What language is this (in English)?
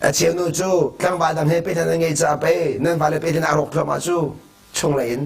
Hakha Chin